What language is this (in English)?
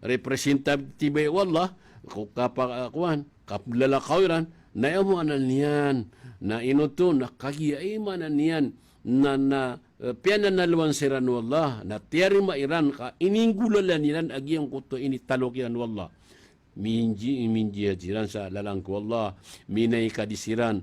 Maranao